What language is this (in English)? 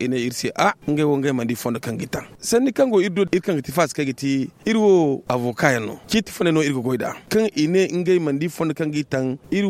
Zarma